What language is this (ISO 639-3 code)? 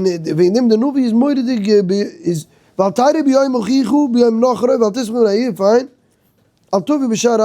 yid